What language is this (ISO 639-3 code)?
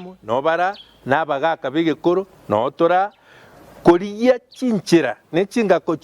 guz